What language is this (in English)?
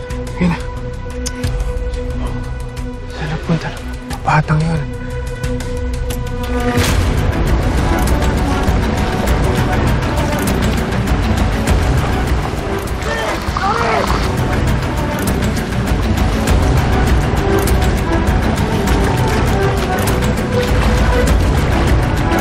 Filipino